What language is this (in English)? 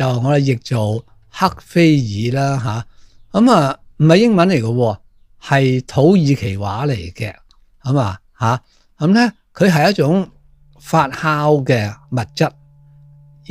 Cantonese